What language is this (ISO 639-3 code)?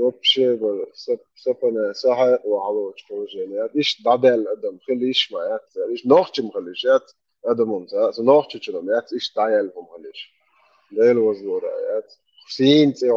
che